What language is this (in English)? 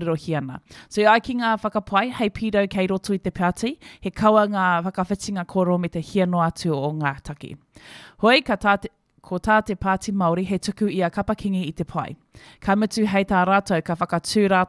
Māori